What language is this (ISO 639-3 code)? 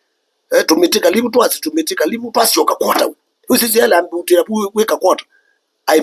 kam